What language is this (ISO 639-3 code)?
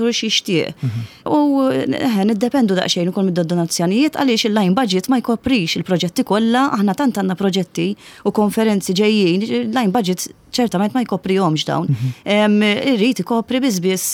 mlt